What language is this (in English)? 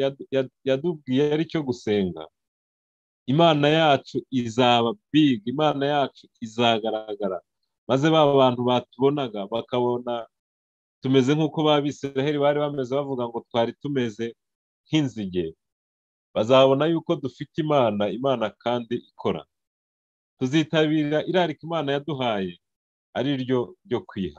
Kinyarwanda